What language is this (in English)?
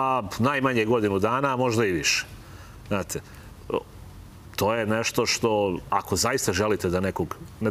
Serbian